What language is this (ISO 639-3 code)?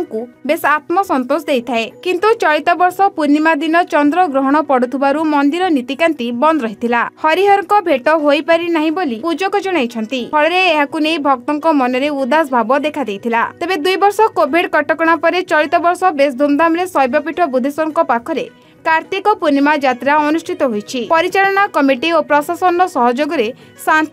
ori